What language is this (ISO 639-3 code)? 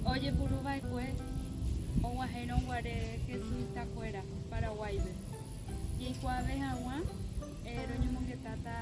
grn